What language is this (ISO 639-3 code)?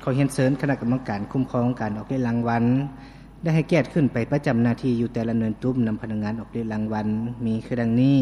lao